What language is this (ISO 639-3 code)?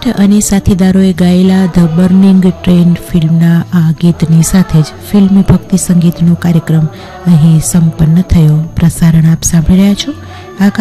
guj